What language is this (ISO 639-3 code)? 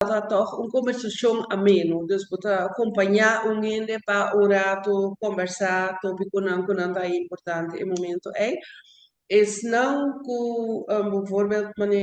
pap